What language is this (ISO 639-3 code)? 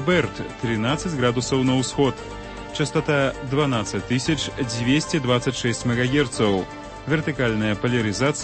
bel